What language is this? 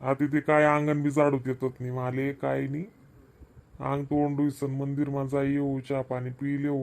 Khandesi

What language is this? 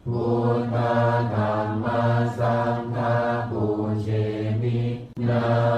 Pali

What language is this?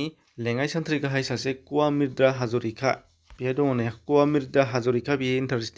Bodo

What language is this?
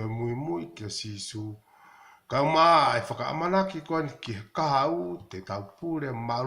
Tongan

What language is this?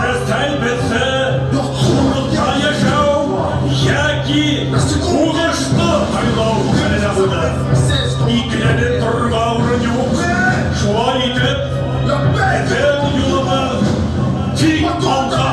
Bashkir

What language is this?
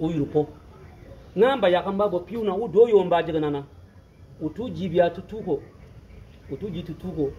Bimoba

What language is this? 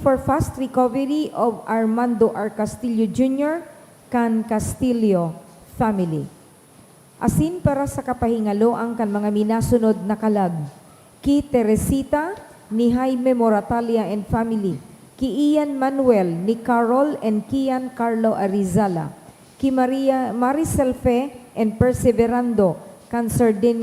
Bikol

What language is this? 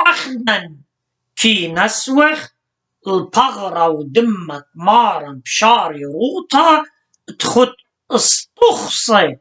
Assyrian Neo-Aramaic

